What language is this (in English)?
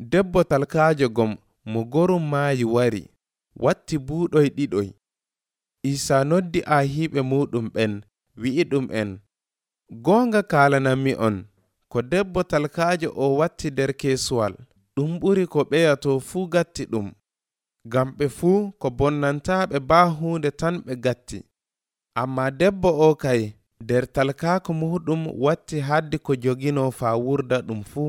Nigerian Fulfulde